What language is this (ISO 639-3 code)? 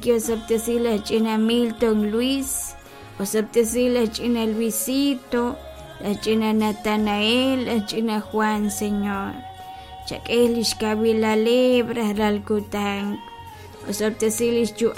kek